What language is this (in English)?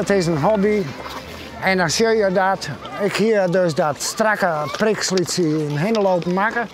Western Frisian